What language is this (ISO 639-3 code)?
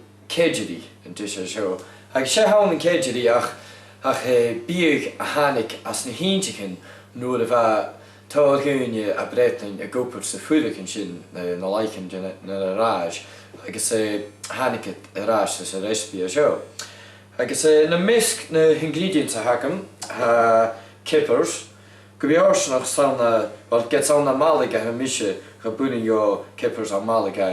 gla